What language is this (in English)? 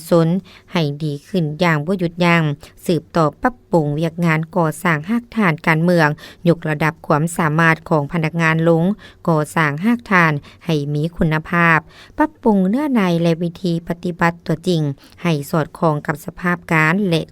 Lao